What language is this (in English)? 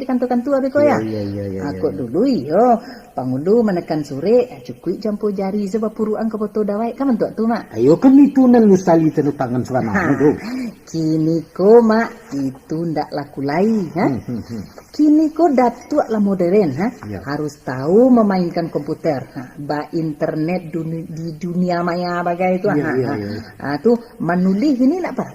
Minangkabau